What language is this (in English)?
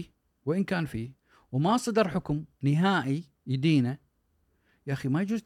Gulf Arabic